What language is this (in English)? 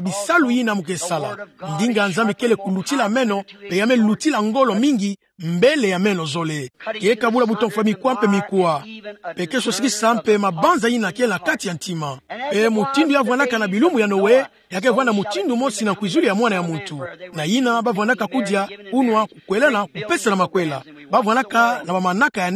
Kituba (Democratic Republic of Congo)